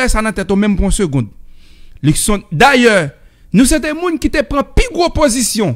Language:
Haitian Creole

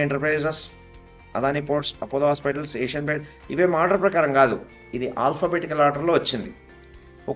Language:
Telugu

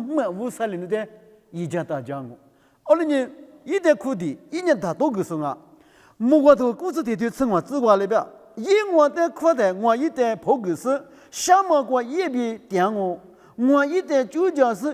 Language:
Lisu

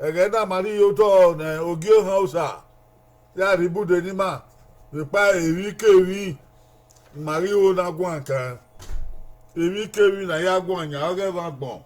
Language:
Bini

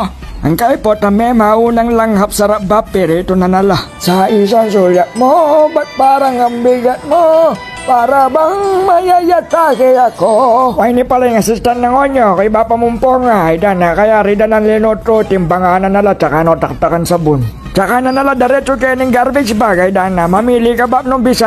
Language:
Pampanga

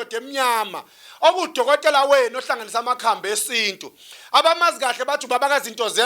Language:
Zulu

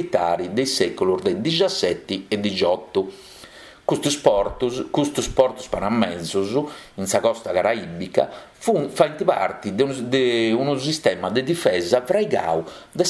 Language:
Sardinian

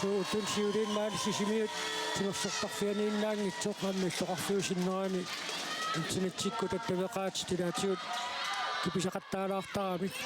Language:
Kalaallisut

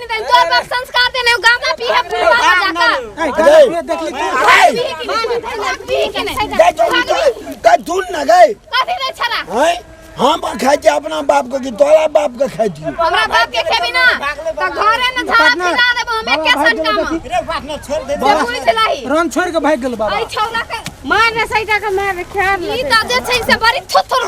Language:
Maithili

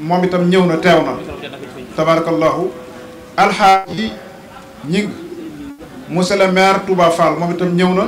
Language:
Wolof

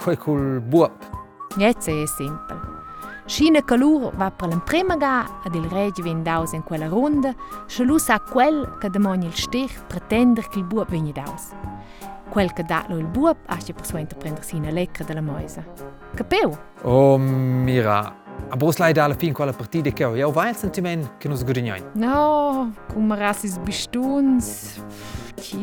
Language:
Romansh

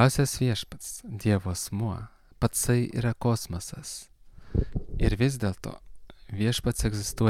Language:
Lithuanian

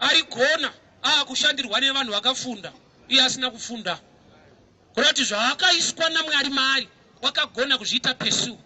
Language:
Shona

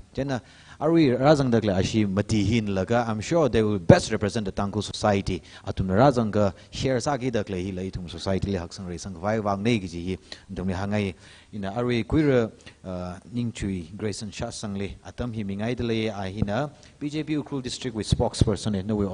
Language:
Tangkhul Naga (India)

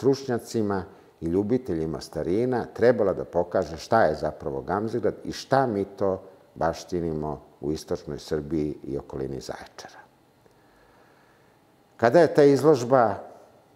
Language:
Serbian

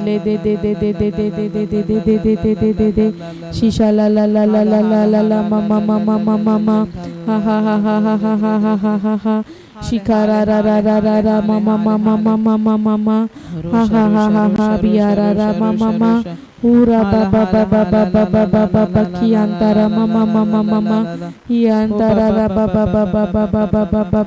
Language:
Tem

